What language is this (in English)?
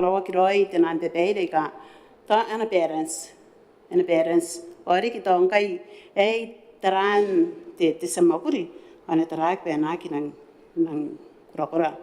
Gilbertese